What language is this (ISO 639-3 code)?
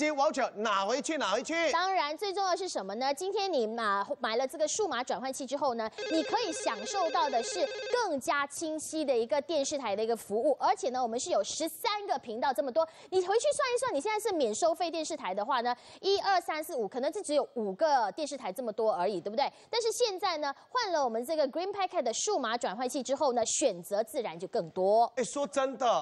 zho